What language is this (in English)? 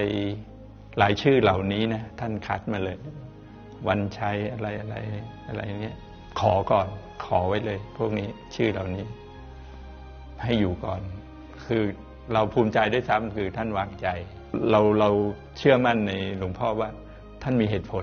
Thai